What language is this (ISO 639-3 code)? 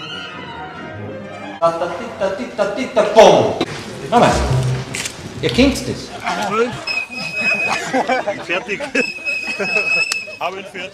deu